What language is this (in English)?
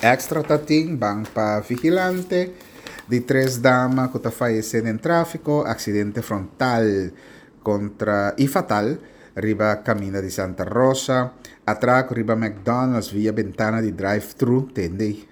Papiamento